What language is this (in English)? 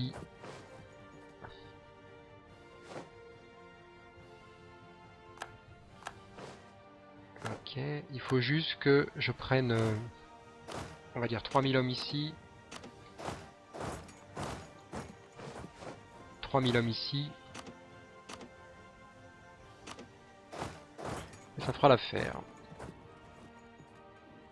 French